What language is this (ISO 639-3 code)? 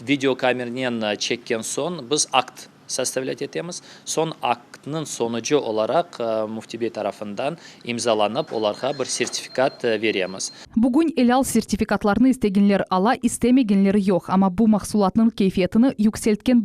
crh